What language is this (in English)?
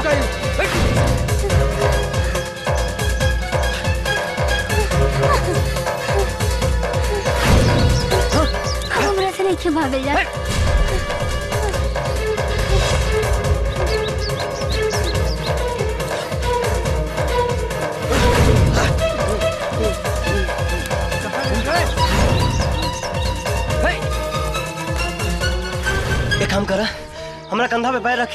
Bhojpuri